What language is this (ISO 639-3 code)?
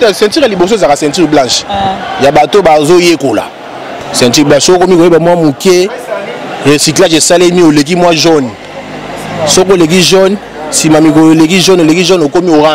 lin